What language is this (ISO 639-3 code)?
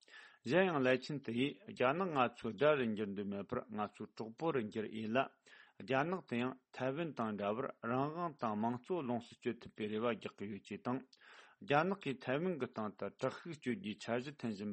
bod